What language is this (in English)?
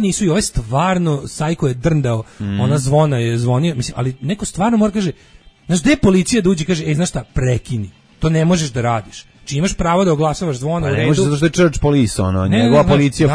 Serbian